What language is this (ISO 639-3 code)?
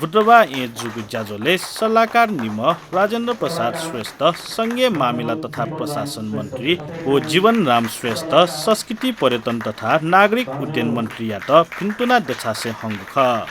new